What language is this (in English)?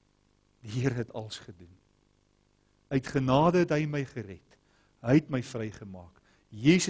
Afrikaans